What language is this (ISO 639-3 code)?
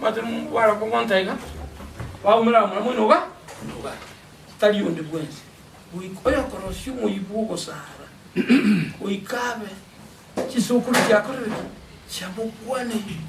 guz